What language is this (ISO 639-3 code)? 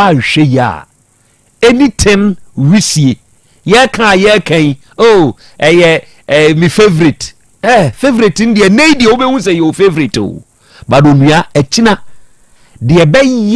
aka